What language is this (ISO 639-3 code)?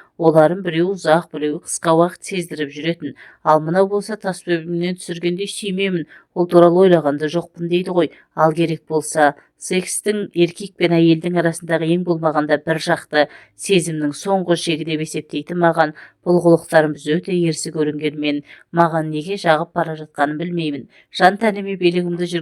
kaz